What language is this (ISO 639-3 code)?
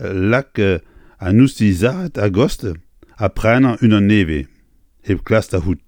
bre